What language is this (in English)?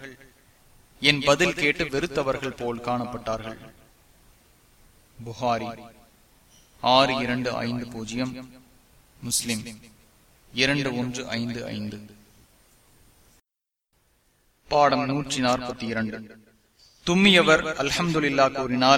Tamil